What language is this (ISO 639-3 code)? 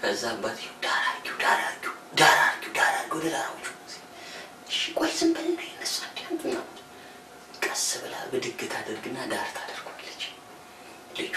amh